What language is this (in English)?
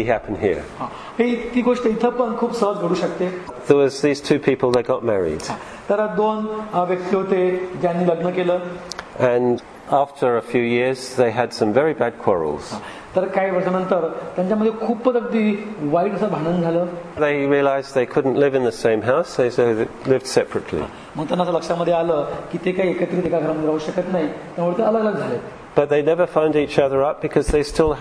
Marathi